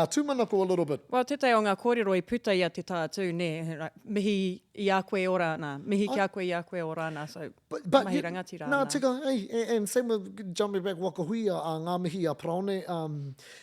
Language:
Māori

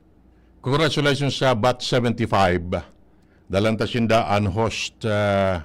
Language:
Bikol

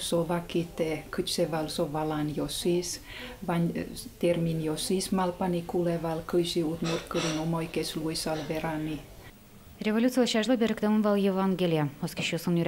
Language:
Udmurt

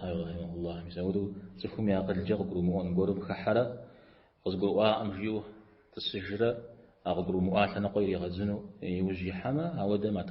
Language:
Kabardian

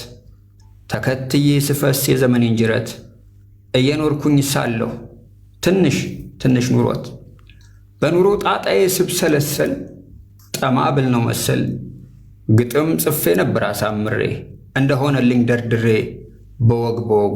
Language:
Amharic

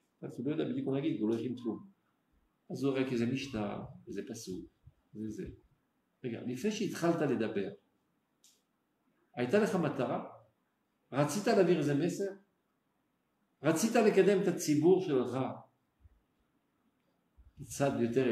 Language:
Hebrew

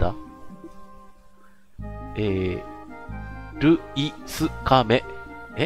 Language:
Japanese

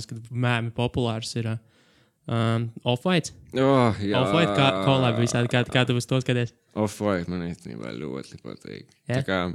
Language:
Latvian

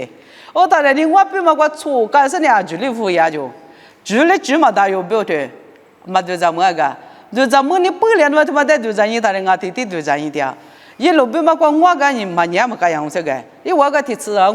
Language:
Lisu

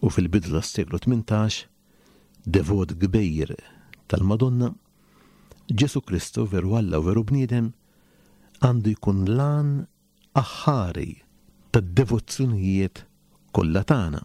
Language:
Maltese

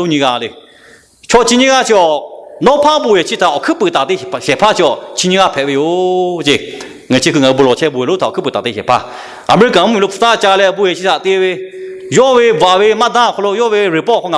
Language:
Lahu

